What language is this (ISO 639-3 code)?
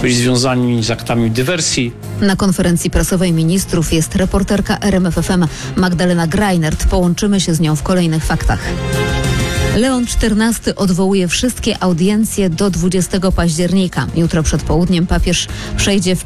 pol